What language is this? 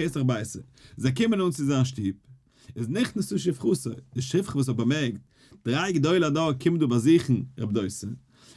Yiddish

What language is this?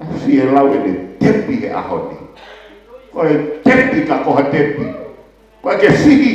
Tongan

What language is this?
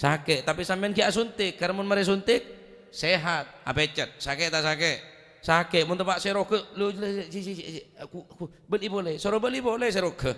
Madurese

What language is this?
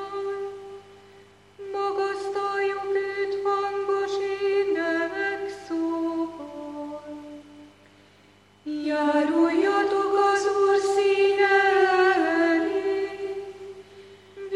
Hungarian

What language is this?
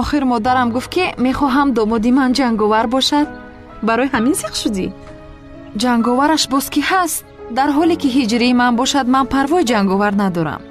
Tajik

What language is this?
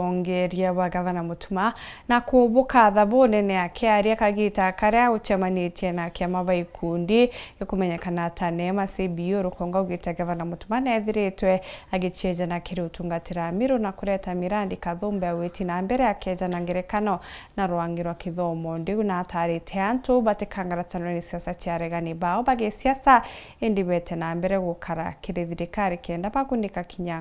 Meru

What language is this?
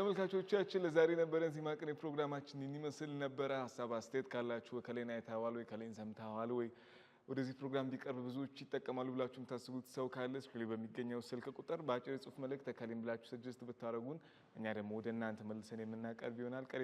Amharic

